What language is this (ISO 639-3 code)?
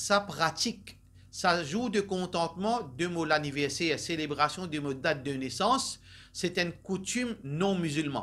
mfe